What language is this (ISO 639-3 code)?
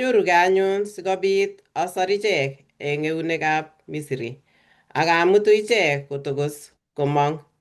kln